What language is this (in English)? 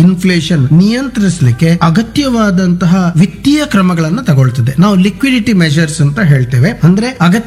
Kannada